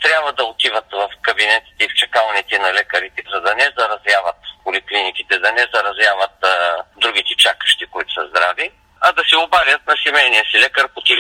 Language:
Bulgarian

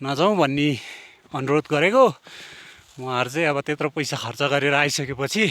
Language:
Nepali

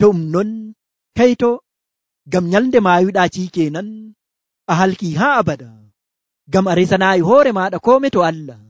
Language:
Nigerian Fulfulde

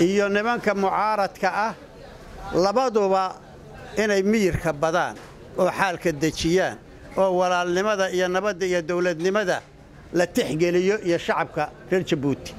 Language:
Somali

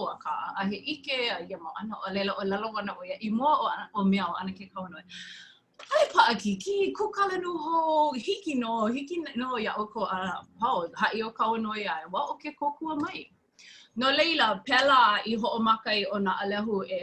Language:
Hawaiian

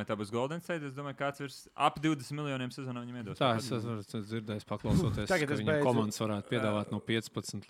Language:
Latvian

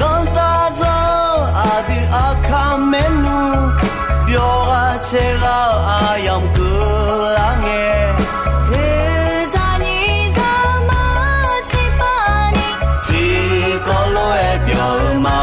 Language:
Akha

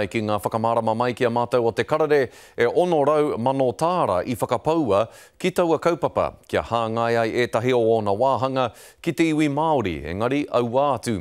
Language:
Māori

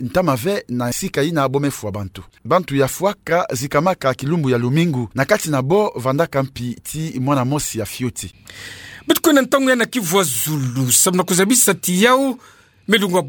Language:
Kituba (Democratic Republic of Congo)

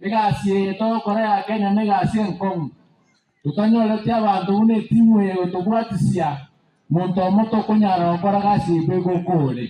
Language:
Gusii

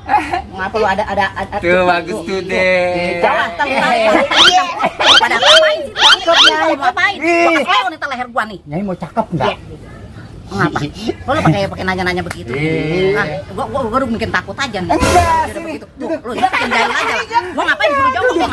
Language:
Betawi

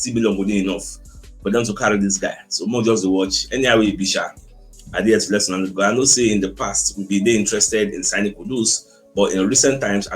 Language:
Nigerian Pidgin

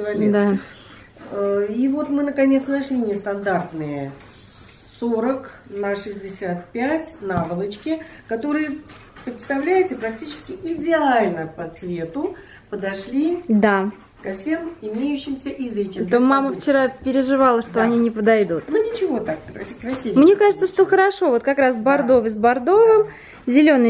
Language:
Russian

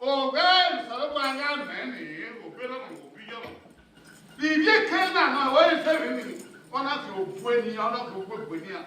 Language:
Bini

